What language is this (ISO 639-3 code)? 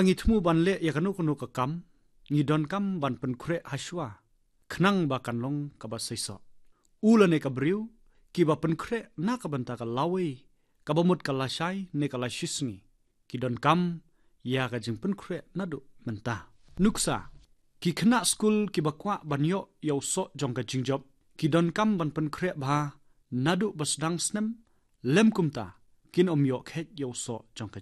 kha